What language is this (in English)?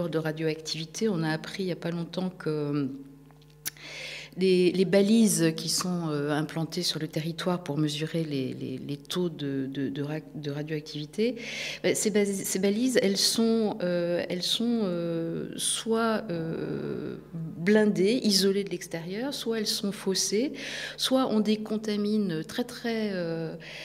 French